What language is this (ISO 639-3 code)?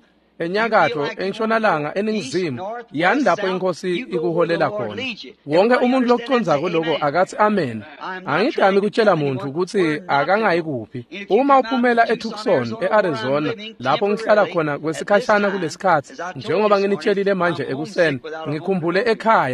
ssw